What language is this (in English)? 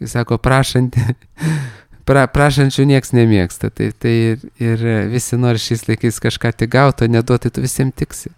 Lithuanian